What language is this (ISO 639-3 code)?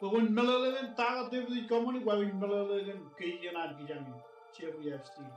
mah